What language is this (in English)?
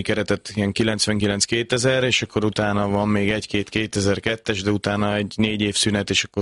Hungarian